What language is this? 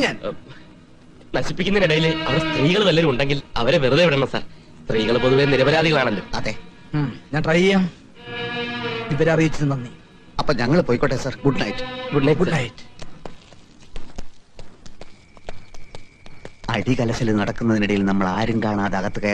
Malayalam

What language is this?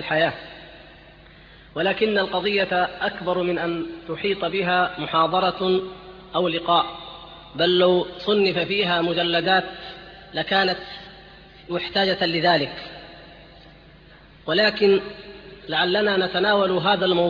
Arabic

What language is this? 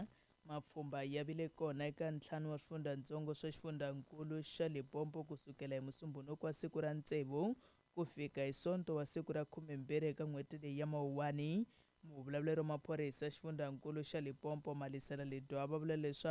Tsonga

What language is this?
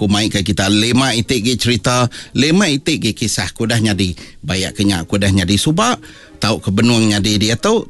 Iban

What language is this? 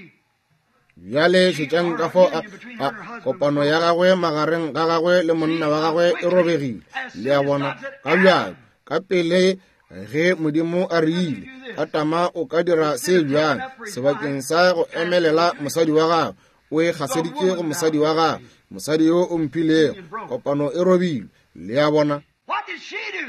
Northern Sotho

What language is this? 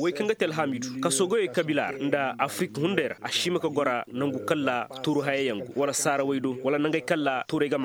Koyraboro Senni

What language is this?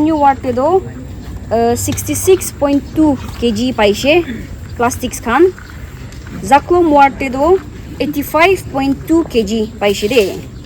Naga Pidgin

